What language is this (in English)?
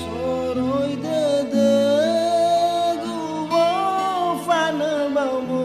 Nias